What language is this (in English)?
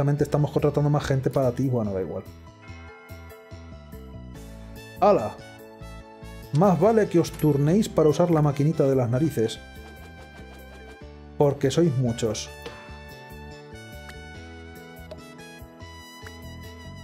Spanish